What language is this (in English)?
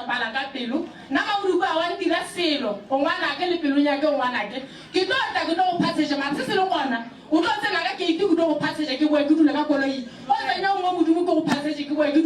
Northern Sotho